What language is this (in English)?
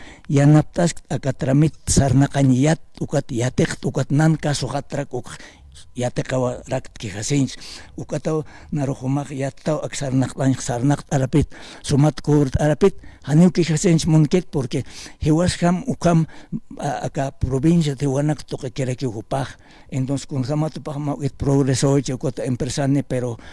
Aymara